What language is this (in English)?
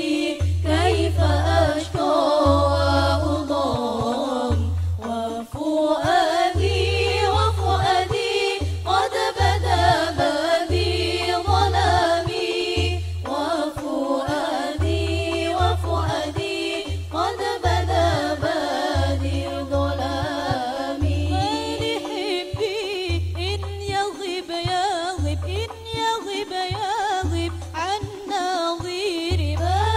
Arabic